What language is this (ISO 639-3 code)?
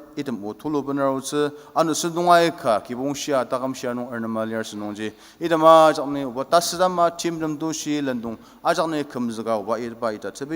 njo